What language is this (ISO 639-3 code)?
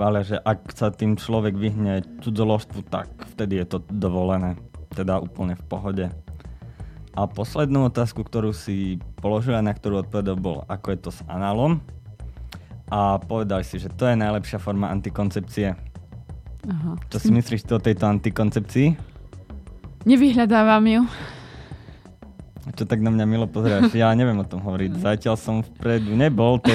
slk